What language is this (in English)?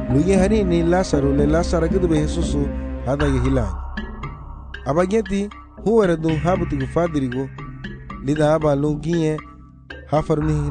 Garifuna